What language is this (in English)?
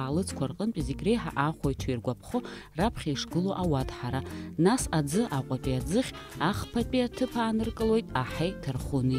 Abkhazian